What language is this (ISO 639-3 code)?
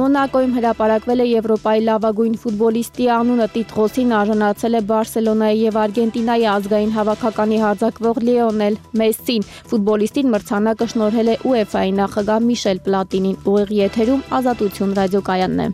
hye